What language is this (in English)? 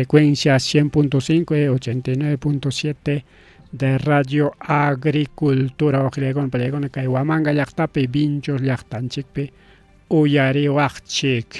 Ayacucho Quechua